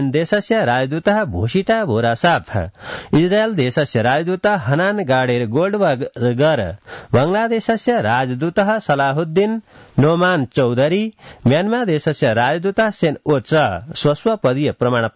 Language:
Sanskrit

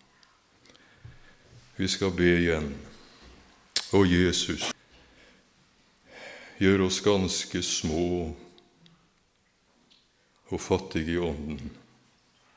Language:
Norwegian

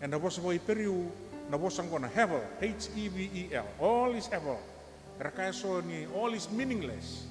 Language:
Fijian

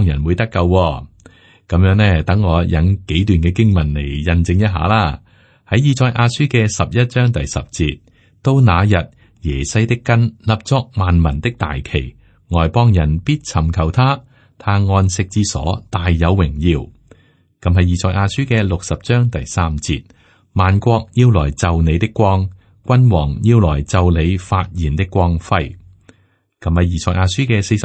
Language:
Cantonese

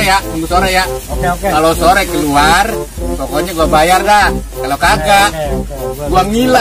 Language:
Betawi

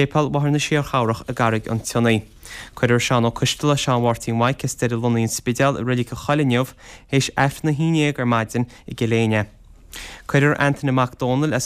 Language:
Irish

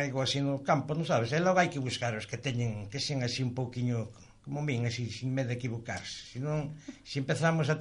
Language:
Galician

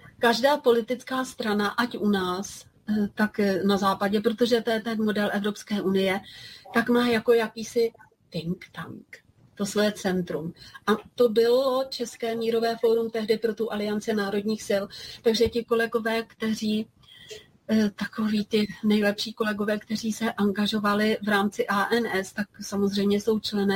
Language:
Czech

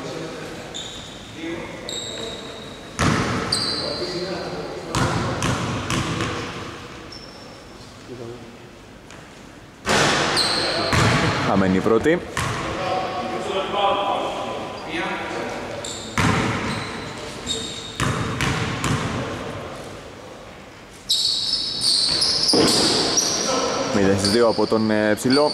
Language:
Greek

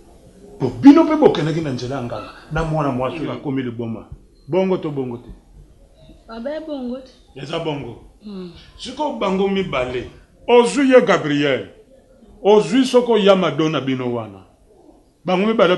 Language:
Lingala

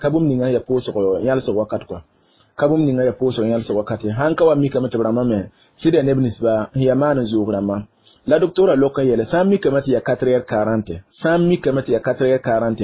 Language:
Mossi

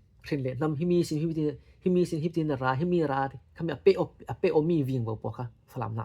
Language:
Falam Chin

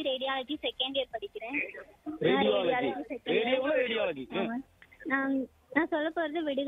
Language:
Tamil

